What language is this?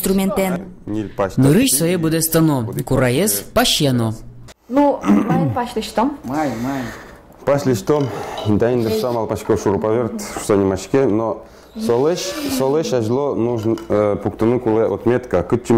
Udmurt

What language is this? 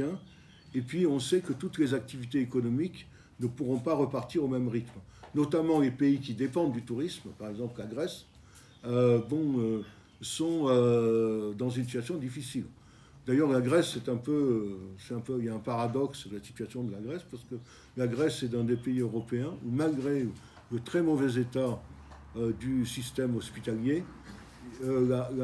French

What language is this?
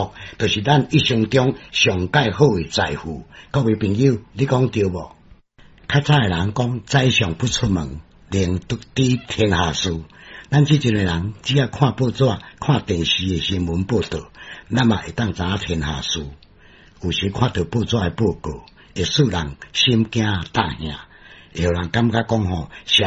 Min Nan Chinese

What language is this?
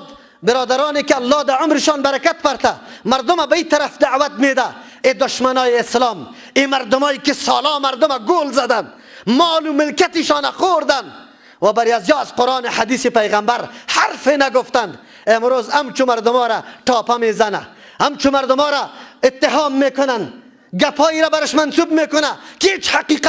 Persian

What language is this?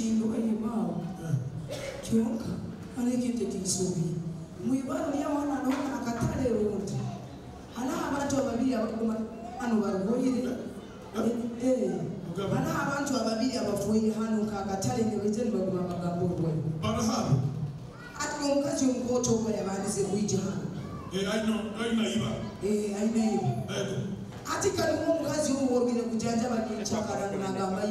Nyoro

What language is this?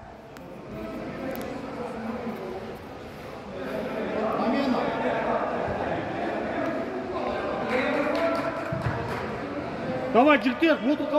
Kazakh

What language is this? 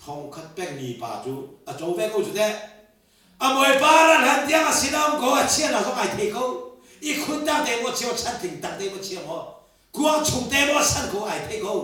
Hakha Chin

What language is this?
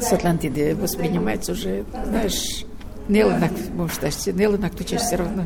Mari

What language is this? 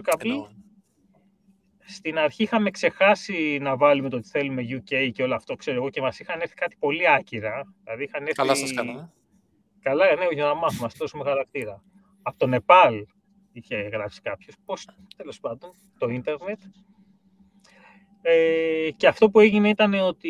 Greek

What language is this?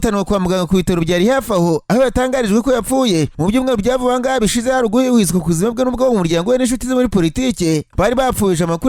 Kinyarwanda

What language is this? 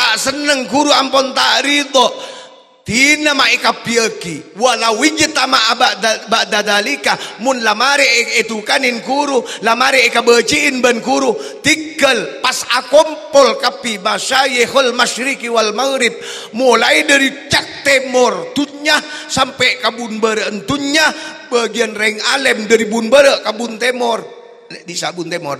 Madurese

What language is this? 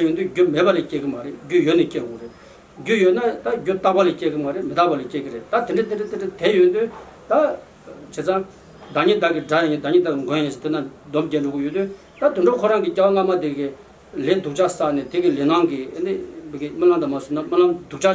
Tibetan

